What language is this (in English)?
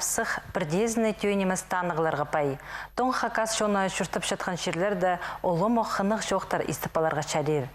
Khakas